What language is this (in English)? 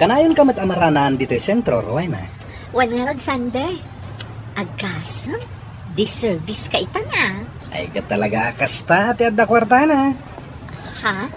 Iloko